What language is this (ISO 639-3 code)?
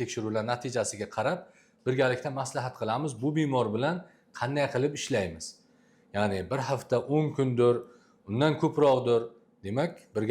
uzb